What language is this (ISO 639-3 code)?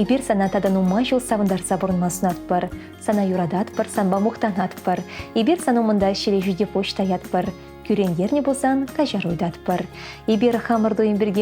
chv